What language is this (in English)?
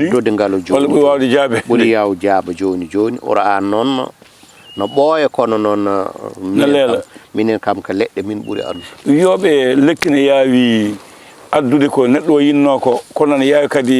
Fula